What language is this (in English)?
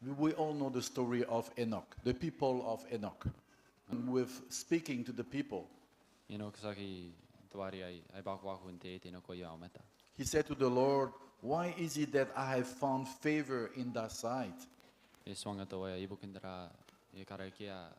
Gilbertese